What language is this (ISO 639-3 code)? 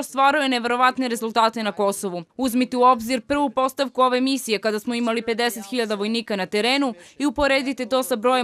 srp